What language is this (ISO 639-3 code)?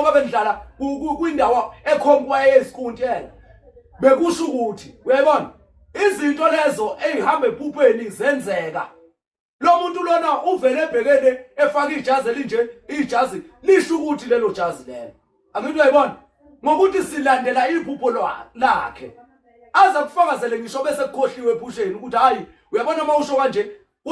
zul